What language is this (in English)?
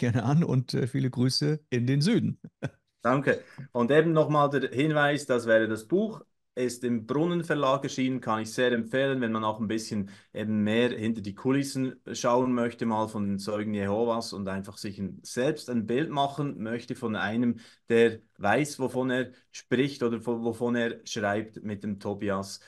Swiss German